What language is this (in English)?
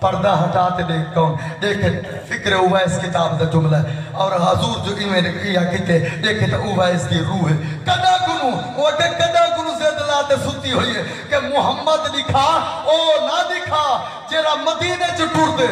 Saraiki